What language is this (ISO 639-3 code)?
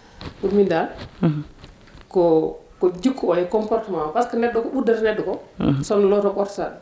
ful